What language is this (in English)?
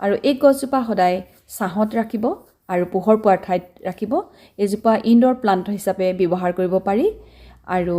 Assamese